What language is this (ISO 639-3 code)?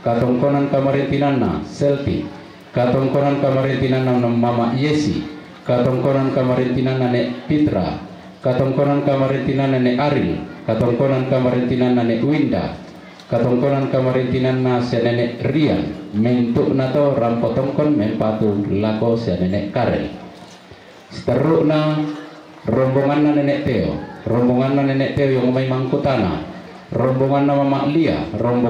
sda